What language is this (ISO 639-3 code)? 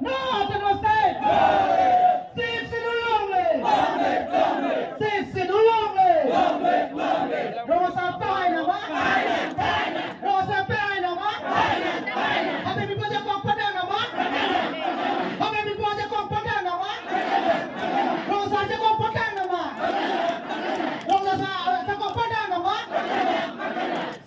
mjw